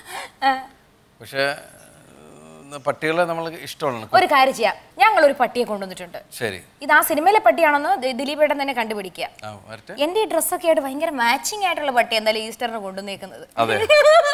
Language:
Malayalam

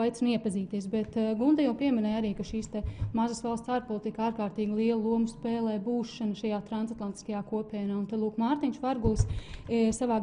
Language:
Latvian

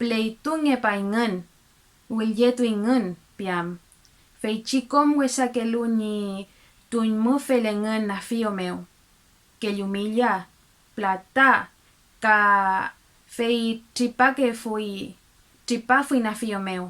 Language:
Mapuche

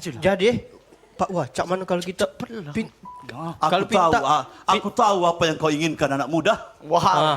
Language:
Musi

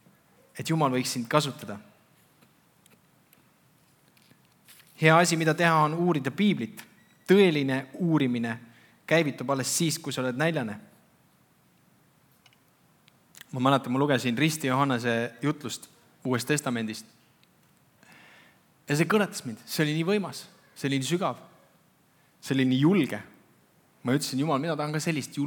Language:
Estonian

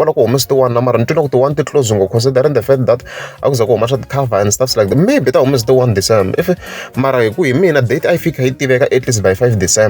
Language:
Tsonga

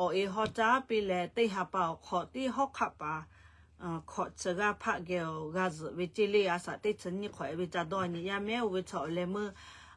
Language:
Lahu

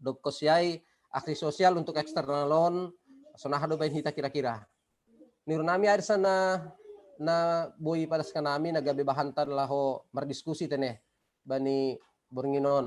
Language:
Batak Simalungun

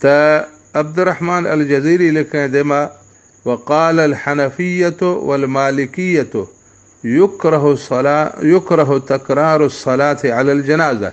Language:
Baluchi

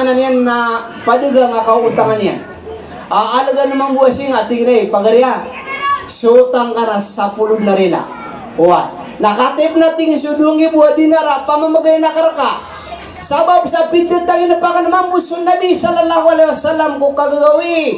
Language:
Maranao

